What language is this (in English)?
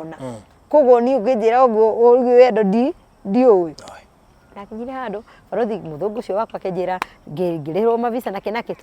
Kikuyu